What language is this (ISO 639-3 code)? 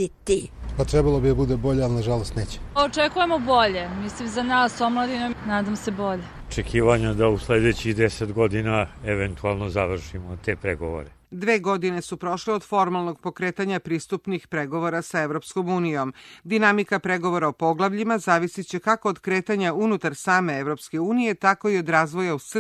srp